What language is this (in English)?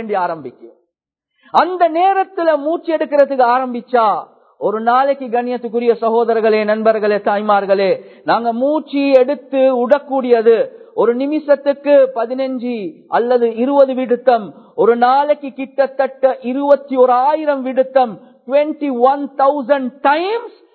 Tamil